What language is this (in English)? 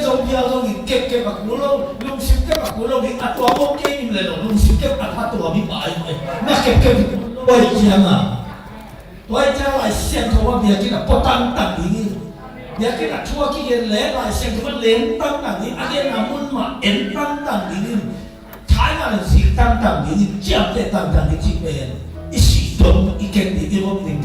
Tedim Chin